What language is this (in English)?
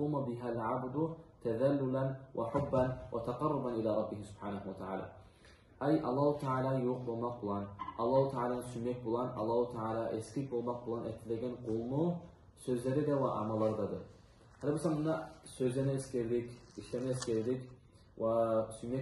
Kumyk